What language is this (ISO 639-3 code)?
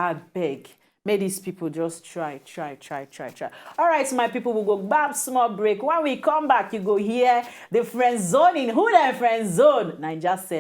pcm